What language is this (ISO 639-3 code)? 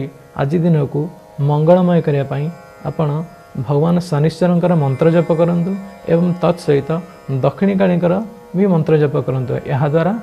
ori